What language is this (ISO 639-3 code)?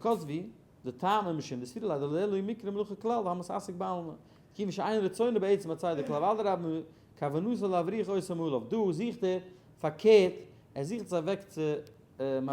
yid